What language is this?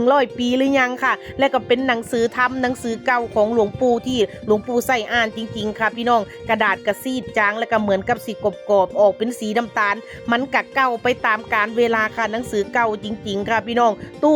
Northeastern Thai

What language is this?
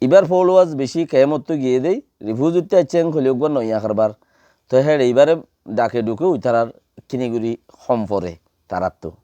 Rohingya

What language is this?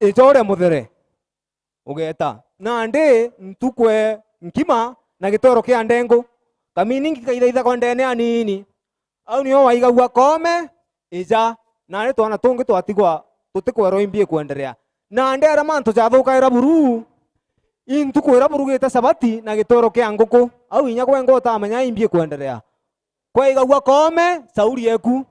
Meru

